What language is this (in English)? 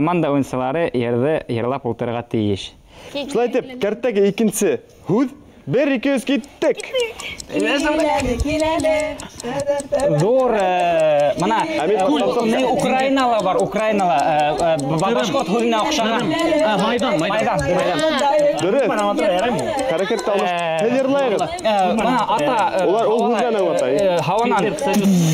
Bashkir